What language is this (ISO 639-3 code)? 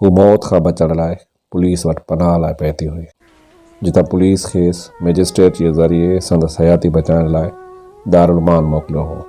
snd